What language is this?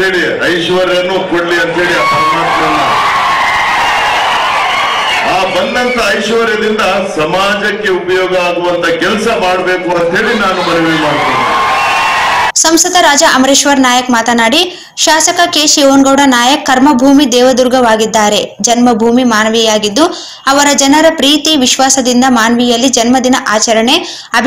Kannada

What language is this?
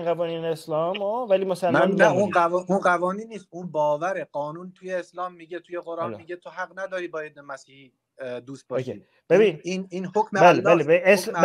Persian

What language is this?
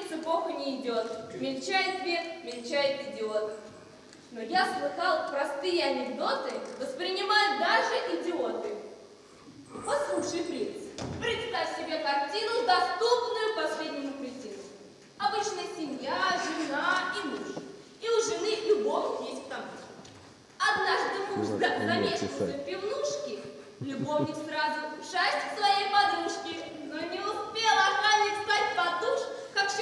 Russian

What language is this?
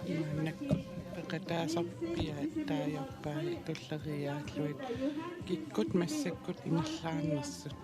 Kalaallisut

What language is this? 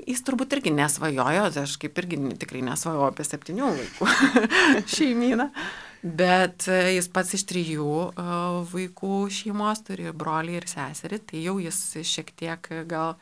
Lithuanian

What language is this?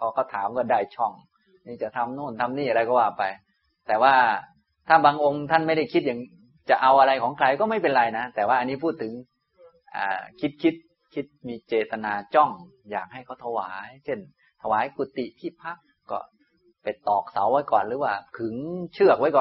Thai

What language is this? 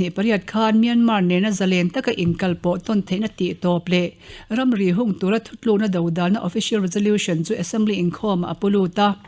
Mizo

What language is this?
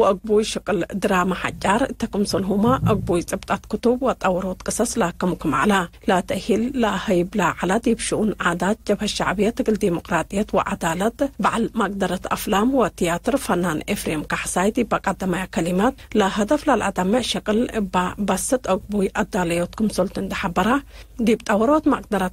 Tigre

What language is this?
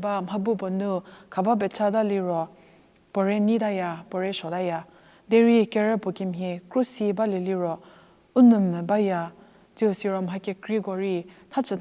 Angami Naga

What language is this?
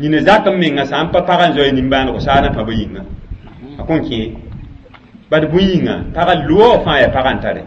Mossi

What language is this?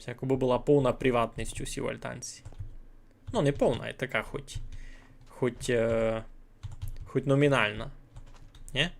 Rusyn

